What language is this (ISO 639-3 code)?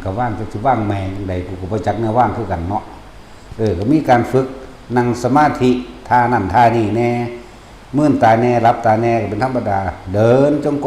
tts